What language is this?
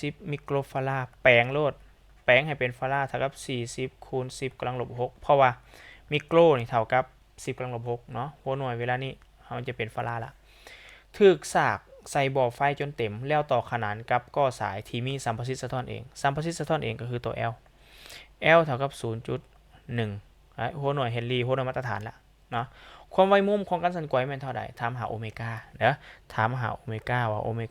Lao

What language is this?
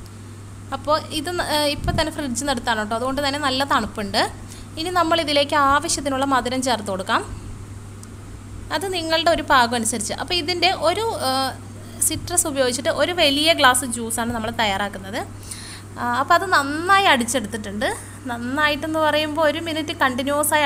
Malayalam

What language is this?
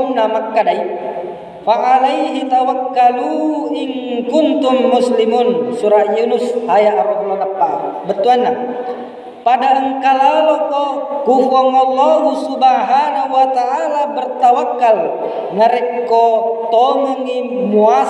Buginese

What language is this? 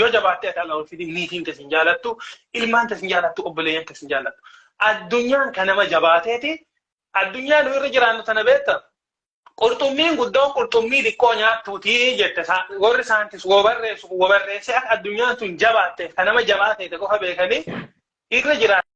Oromo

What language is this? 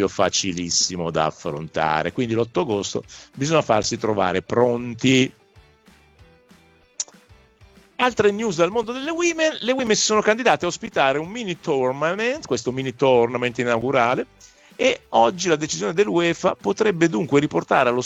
Italian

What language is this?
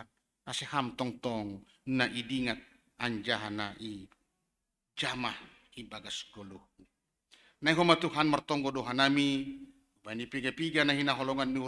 Batak Simalungun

